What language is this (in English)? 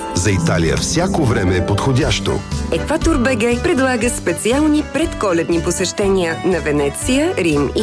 Bulgarian